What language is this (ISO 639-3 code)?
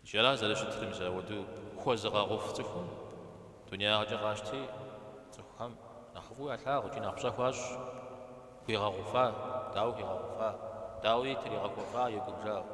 kbd